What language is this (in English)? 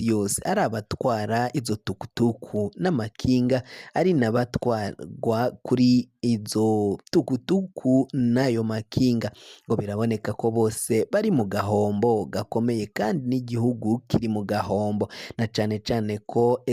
Rundi